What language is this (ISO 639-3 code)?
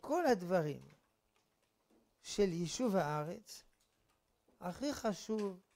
heb